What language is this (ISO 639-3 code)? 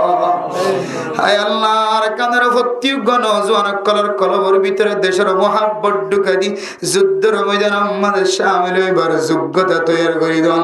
rhg